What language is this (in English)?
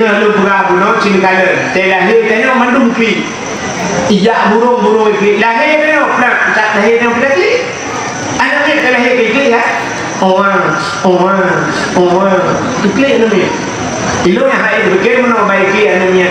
Achinese